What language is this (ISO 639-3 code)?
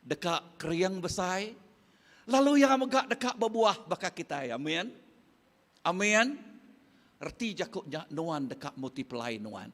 iba